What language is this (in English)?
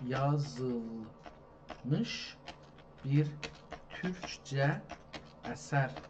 South Azerbaijani